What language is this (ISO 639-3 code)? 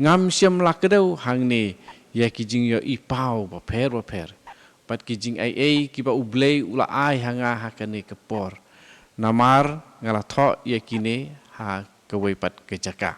kha